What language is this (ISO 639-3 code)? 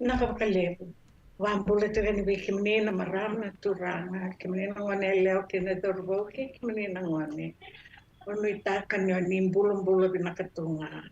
fij